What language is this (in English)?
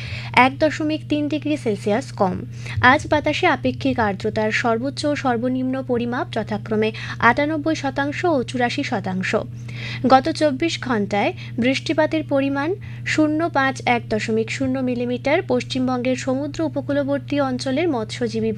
Bangla